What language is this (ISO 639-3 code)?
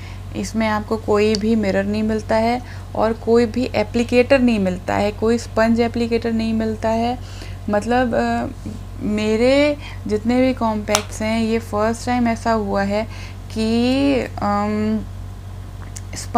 hin